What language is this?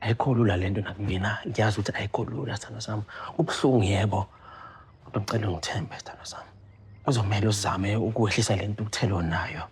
Zulu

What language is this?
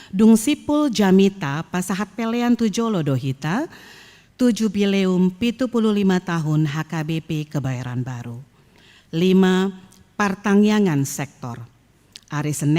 Batak Toba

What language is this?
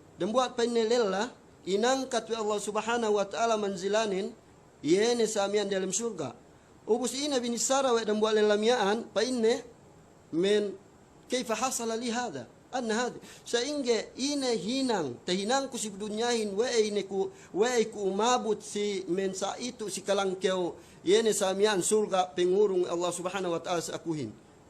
Yakan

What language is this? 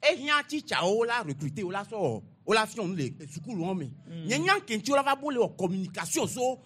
Gen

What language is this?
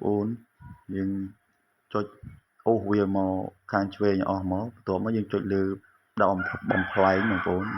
Khmer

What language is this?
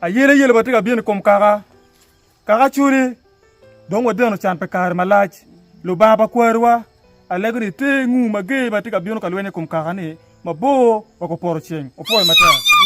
Acoli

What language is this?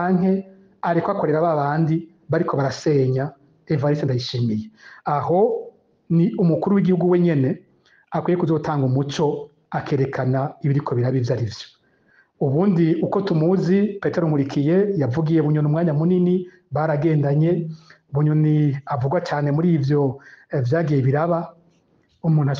Rundi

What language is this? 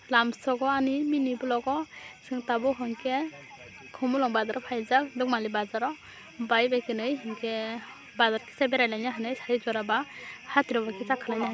Kok Borok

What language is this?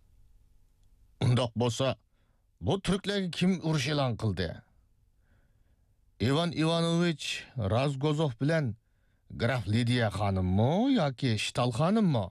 Uyghur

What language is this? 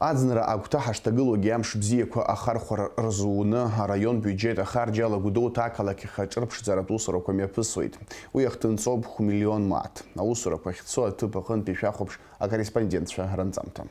Abkhazian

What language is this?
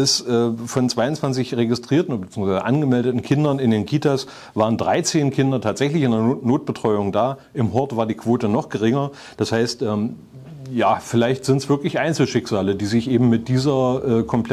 German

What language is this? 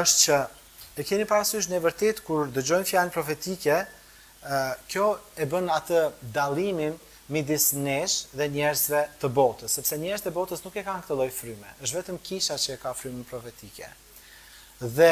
Albanian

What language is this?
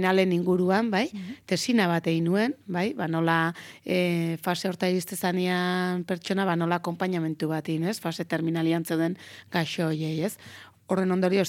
Basque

